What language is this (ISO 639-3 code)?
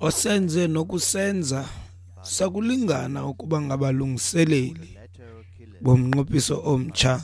xho